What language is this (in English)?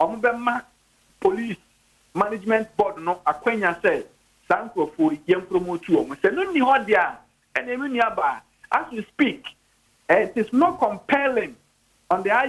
Akan